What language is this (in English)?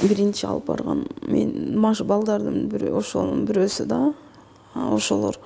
Kyrgyz